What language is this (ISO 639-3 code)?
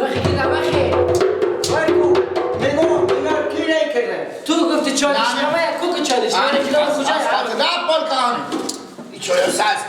fas